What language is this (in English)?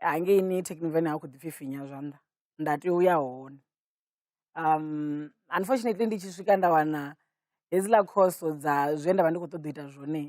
Venda